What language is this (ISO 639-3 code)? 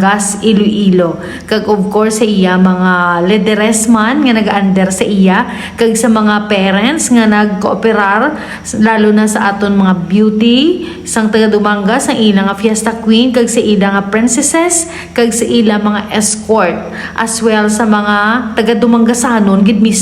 hil